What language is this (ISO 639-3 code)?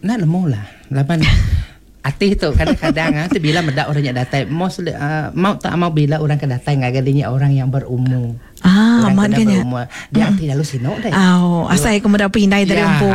iba